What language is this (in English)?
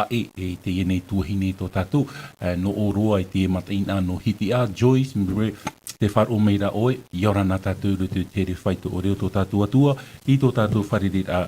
Tahitian